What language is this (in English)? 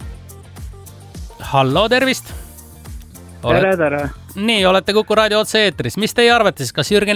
Estonian